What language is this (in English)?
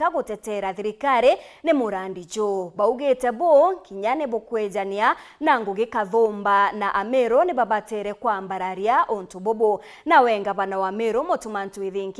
Meru